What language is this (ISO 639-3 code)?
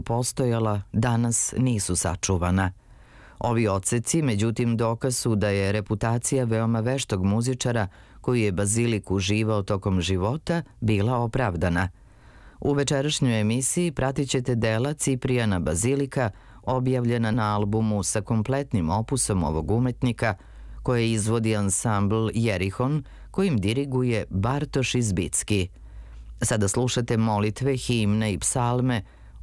srp